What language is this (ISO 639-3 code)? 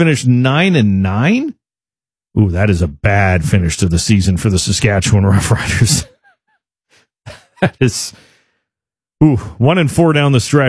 eng